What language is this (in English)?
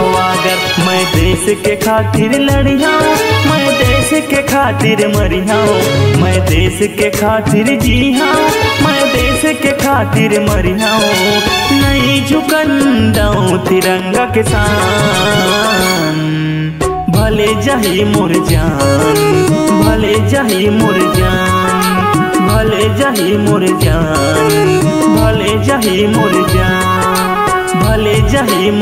Chhattisgarhi